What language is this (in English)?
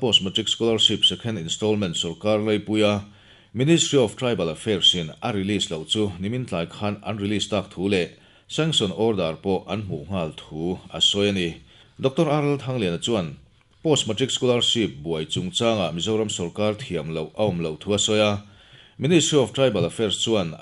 Mizo